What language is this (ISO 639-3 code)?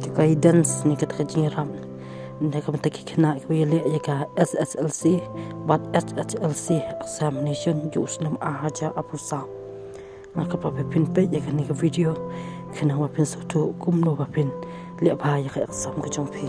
kha